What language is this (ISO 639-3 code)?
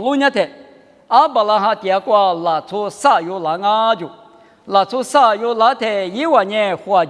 lis